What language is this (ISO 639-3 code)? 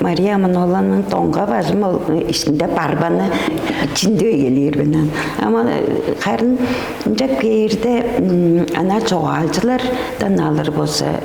tyv